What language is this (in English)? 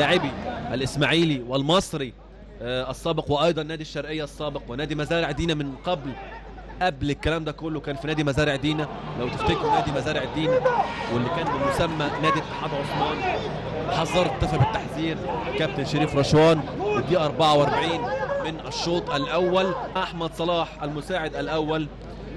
Egyptian Arabic